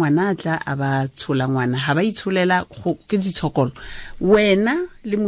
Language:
Tswana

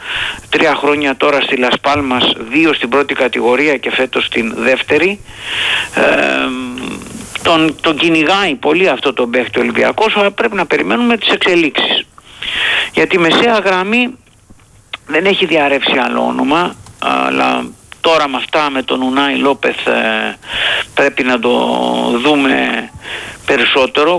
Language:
Greek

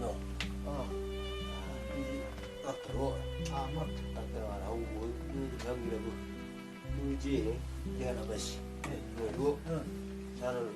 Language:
Chang Naga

